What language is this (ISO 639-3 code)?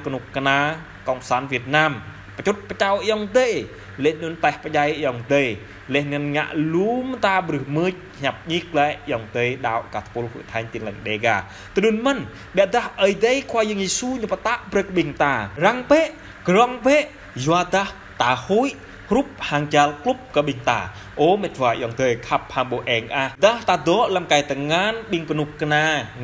jra